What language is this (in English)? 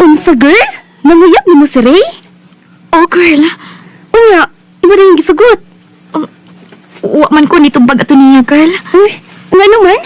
Cebuano